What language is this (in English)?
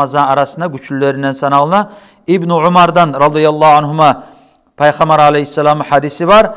Kumyk